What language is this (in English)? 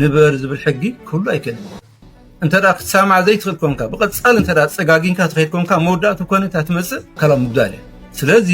Tigrinya